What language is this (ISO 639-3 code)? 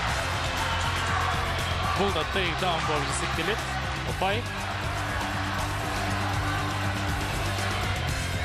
kaz